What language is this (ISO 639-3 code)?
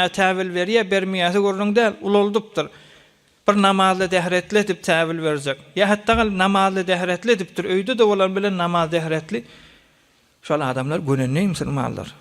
tuk